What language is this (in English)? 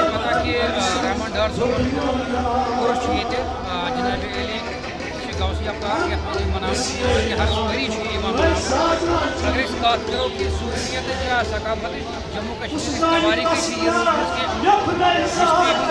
Kashmiri